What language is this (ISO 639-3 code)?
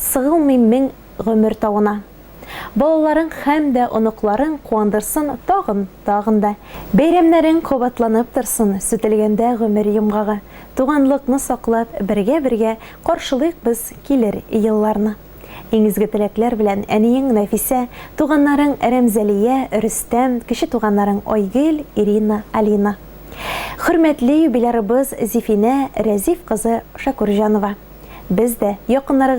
tat